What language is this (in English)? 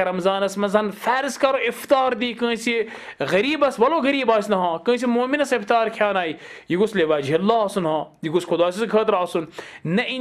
Kashmiri